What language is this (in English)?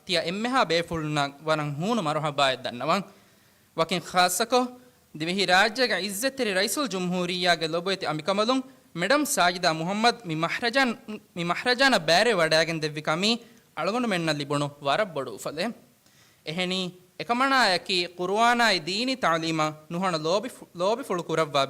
Divehi